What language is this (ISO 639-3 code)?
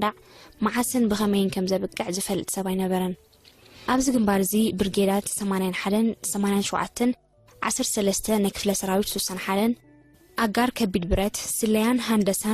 tir